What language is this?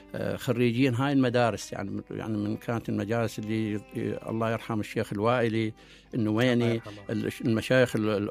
Mesopotamian Arabic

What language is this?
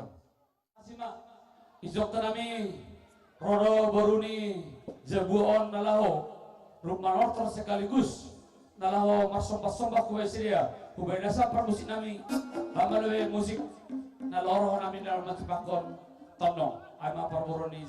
Batak Simalungun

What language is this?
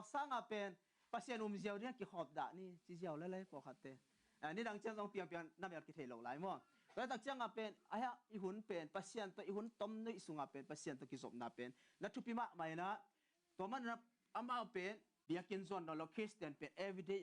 Tedim Chin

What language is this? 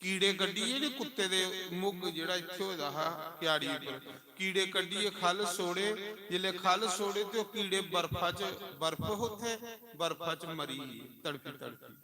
Dogri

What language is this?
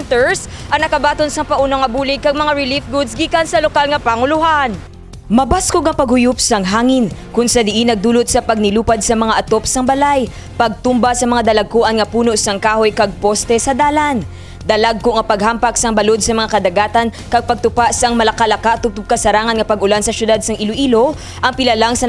Hiligaynon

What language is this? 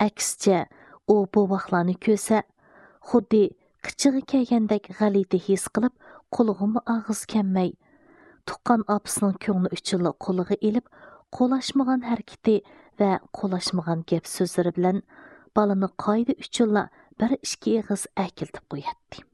Uyghur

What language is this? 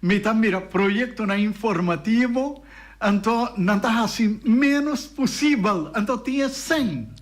Papiamento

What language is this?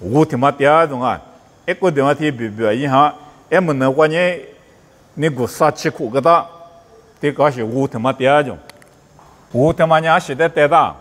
Lisu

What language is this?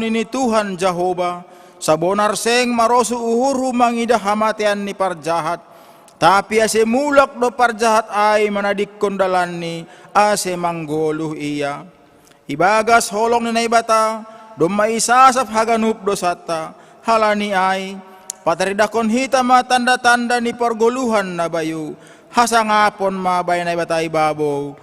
Batak Simalungun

